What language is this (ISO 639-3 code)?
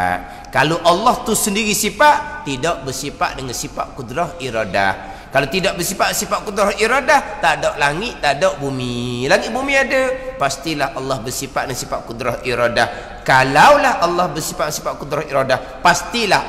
msa